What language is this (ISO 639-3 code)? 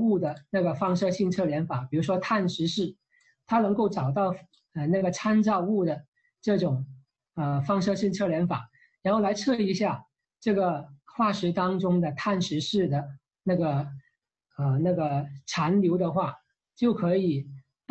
zho